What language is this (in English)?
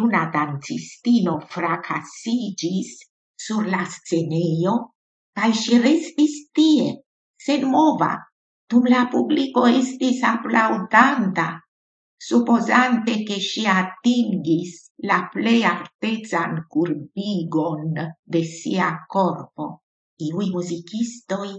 Esperanto